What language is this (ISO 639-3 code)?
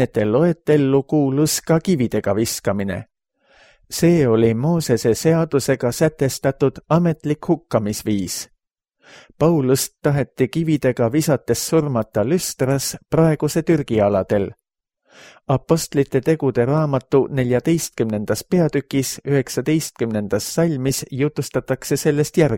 est